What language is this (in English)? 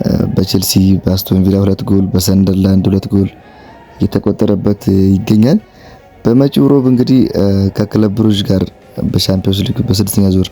Amharic